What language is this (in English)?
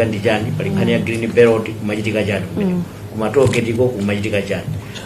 Nyanja